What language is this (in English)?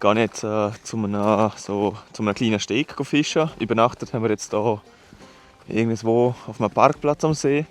Swiss German